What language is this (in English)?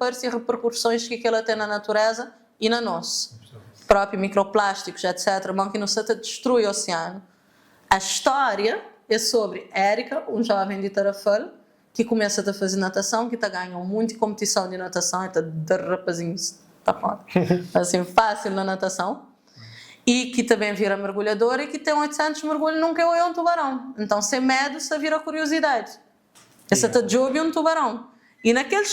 Kabuverdianu